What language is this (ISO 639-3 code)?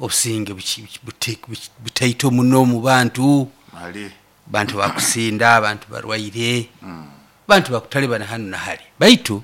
nyo